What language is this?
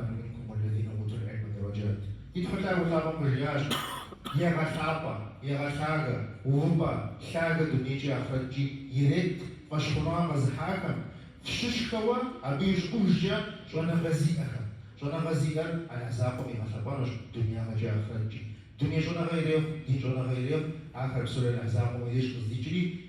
Kabardian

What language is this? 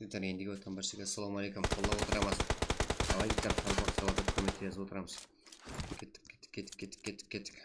Kara-Kalpak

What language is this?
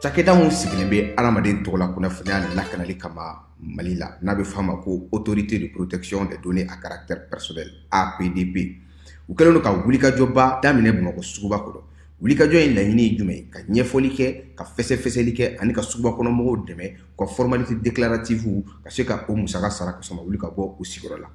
Bambara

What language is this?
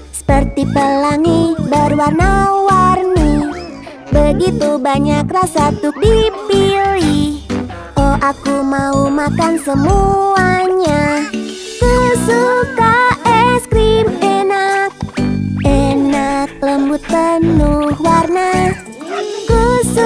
Indonesian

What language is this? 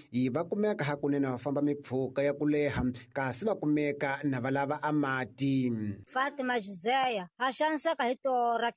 Tsonga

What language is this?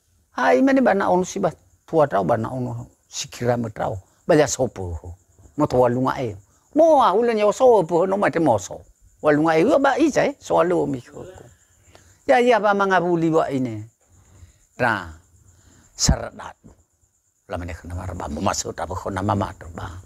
Nias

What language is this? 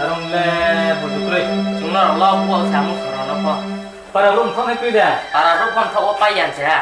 Riang (India)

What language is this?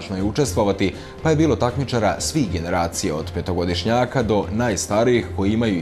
Serbian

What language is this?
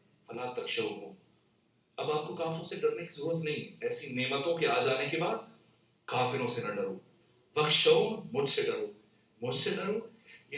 Urdu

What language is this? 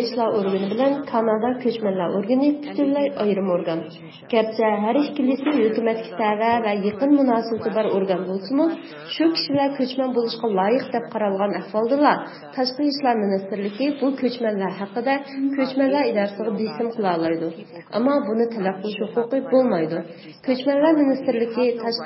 Uyghur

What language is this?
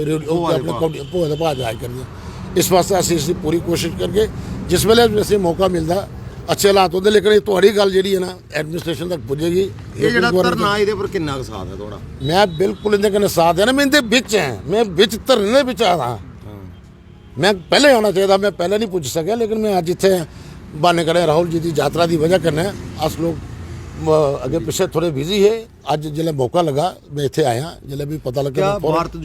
Dogri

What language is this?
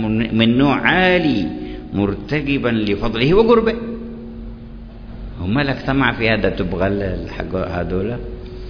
Arabic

